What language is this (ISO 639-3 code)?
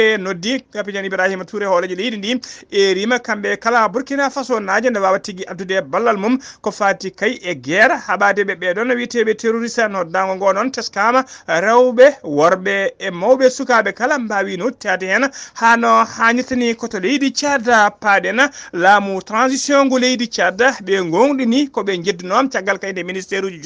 ful